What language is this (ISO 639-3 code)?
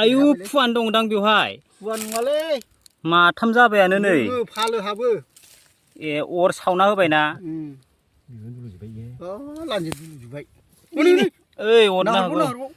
brx